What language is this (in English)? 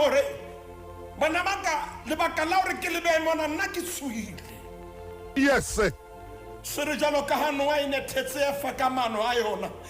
Southern Sotho